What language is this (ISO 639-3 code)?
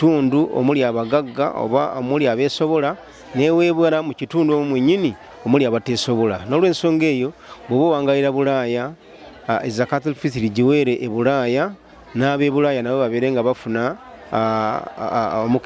lug